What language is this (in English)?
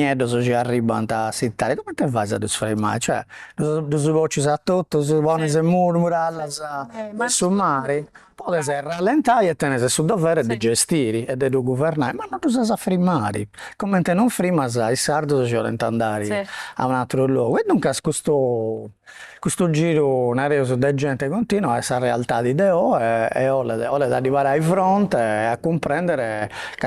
Sardinian